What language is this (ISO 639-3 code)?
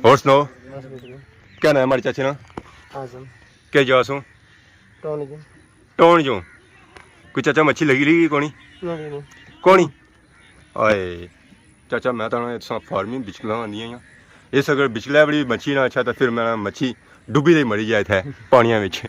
phr